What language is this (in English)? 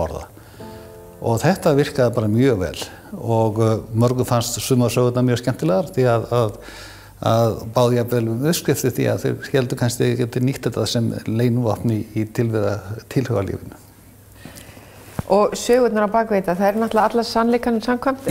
Icelandic